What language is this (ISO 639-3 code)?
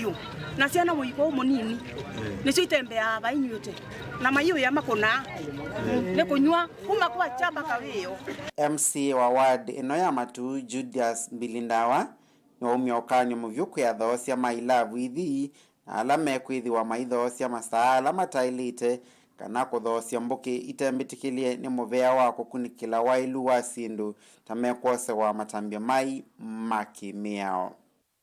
kam